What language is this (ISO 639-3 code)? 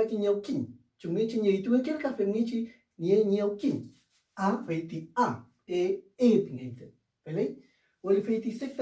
arn